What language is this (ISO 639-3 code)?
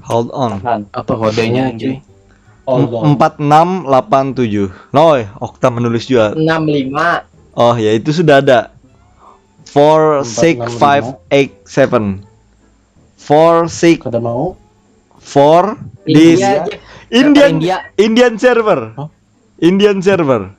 bjn